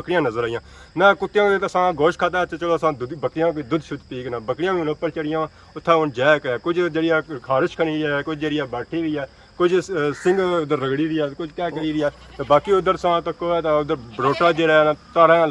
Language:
Pahari-Potwari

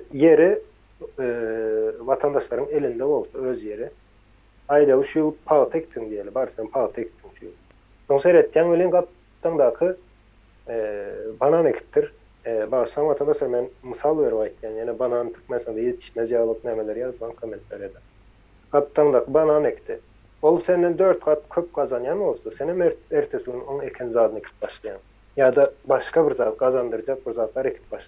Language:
Turkmen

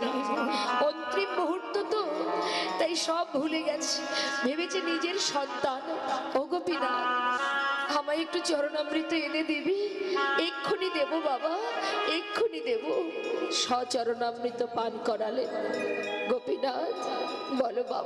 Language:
Bangla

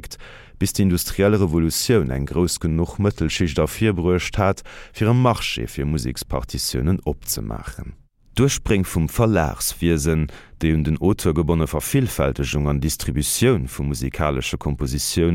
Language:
Luxembourgish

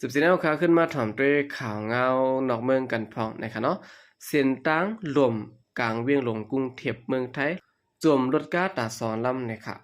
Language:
Shan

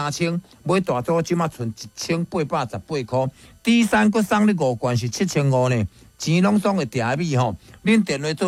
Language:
Min Nan Chinese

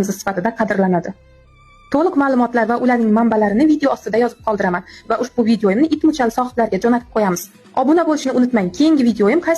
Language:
Uzbek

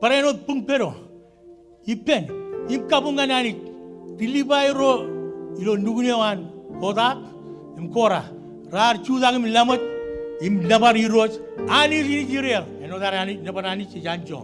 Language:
Marshallese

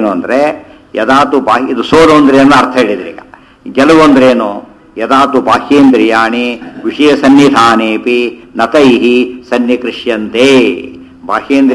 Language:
Kannada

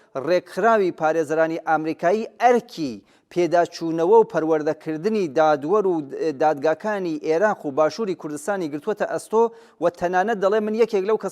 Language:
Central Kurdish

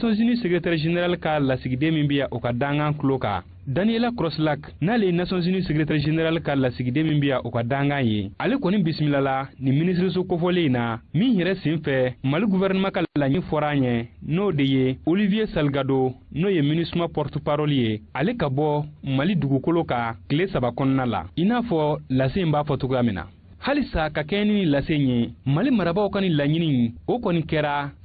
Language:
Bambara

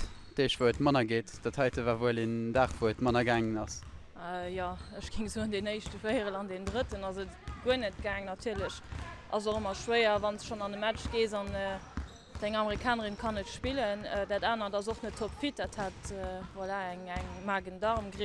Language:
Luxembourgish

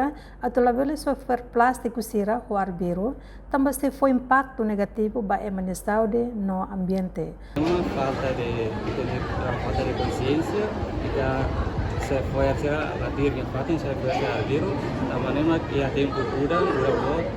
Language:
Tetum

